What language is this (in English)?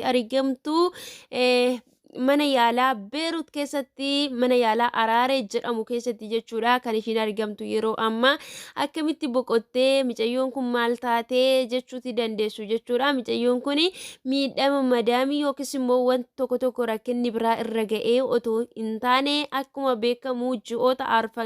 Oromo